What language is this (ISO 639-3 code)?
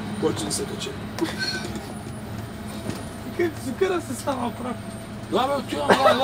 bul